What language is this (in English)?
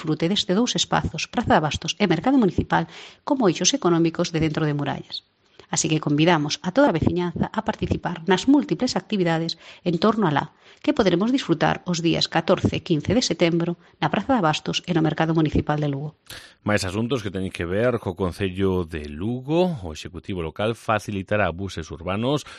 Galician